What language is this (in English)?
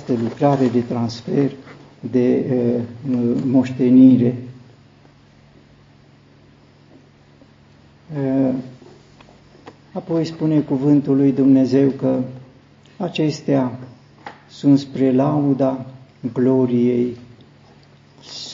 Romanian